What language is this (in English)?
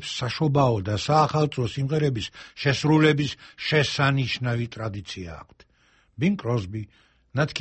Georgian